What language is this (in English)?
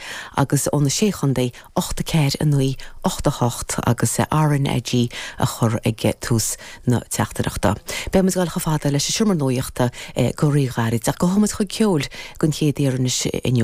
Irish